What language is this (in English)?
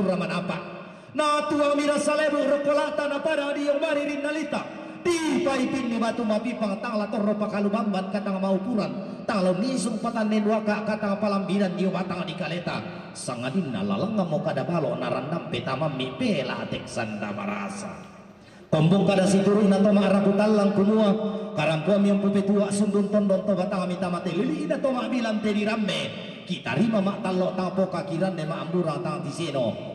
Toraja-Sa'dan